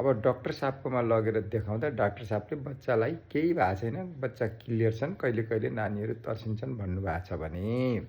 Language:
Nepali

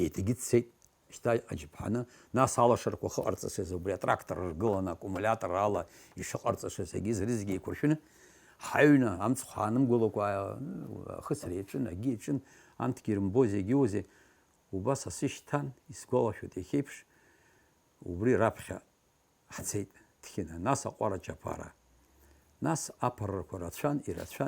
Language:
Abkhazian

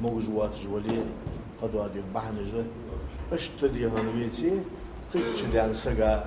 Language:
Ingush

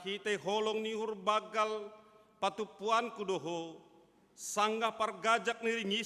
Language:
Batak Simalungun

